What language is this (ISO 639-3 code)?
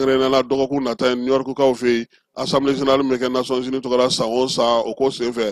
bam